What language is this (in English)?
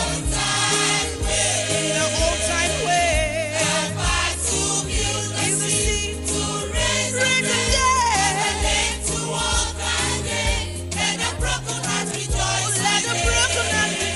Ewe